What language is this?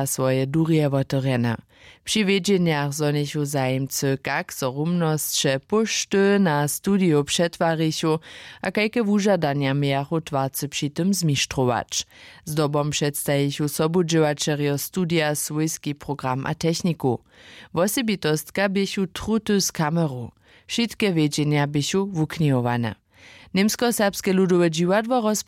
Upper Sorbian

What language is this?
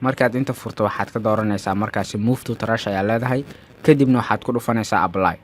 Somali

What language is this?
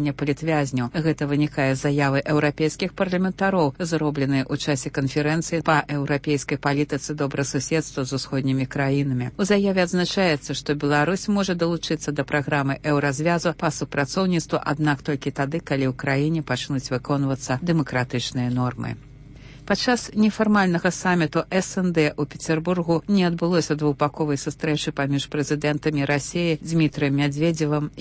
Belarusian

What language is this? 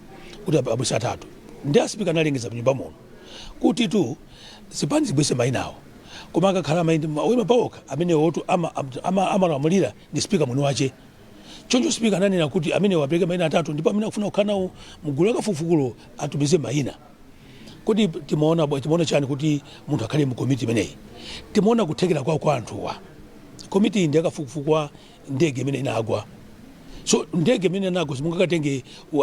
Nyanja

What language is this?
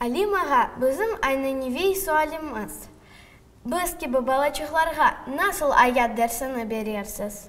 Crimean Tatar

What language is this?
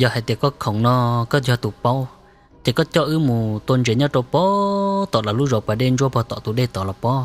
Hmong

